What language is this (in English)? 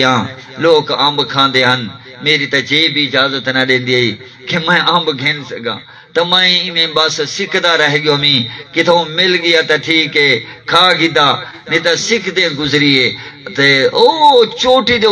Saraiki